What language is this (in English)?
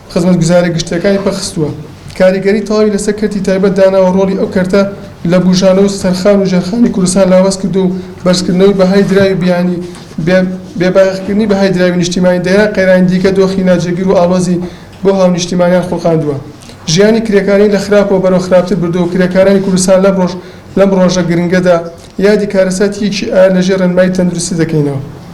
Central Kurdish